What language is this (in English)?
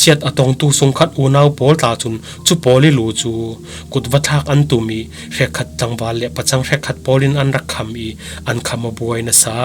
Falam Chin